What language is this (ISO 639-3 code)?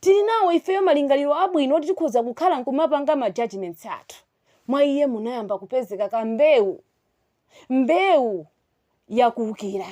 nya